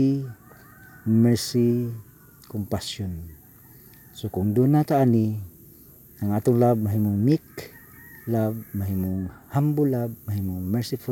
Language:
Cebuano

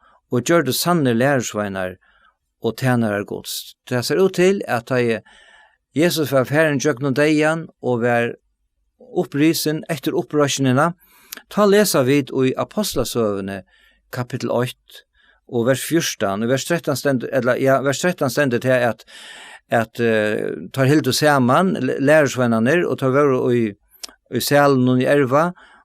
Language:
Faroese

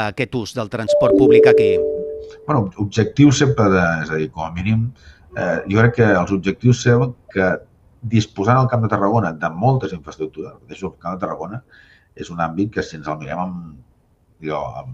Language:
Catalan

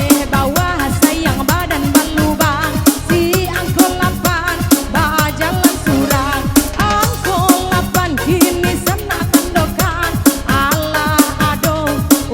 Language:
Minangkabau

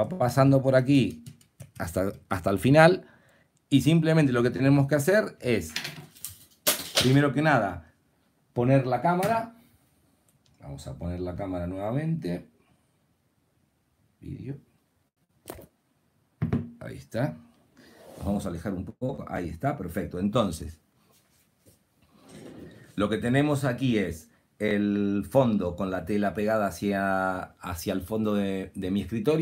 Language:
Spanish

